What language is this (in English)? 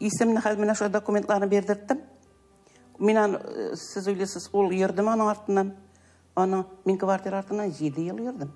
Tatar